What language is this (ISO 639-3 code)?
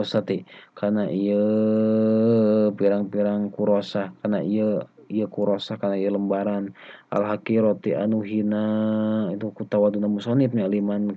sun